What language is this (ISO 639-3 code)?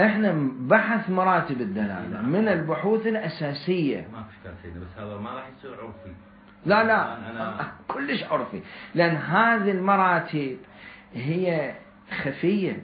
acm